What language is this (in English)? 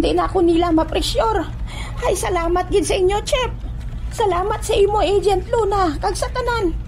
Hiligaynon